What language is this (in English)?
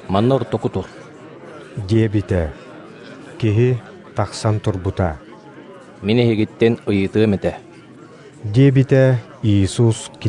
Yakut